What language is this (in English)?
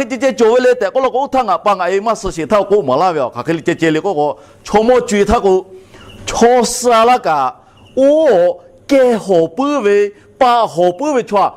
Lahu